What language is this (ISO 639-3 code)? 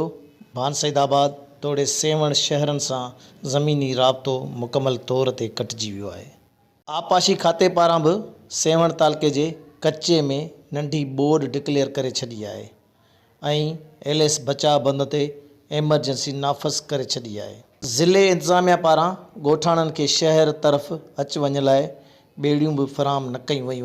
snd